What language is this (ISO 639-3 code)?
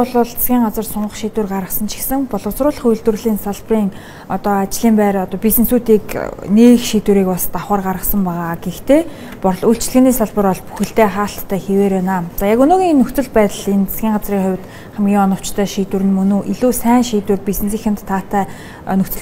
mon